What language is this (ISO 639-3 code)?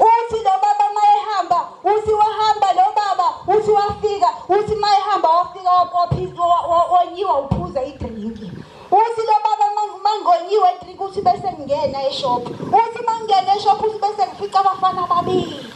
zul